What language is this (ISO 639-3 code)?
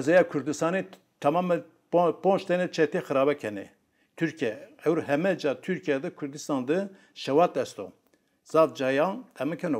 zza